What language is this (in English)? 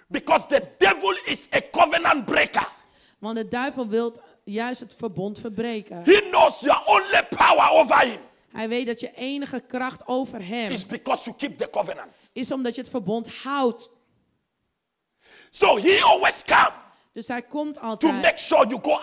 Dutch